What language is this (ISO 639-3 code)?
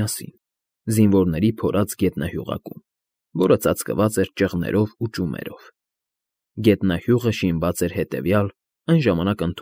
hye